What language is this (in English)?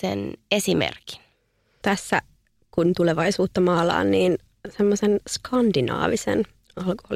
Finnish